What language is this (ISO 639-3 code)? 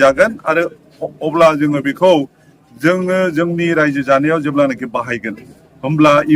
brx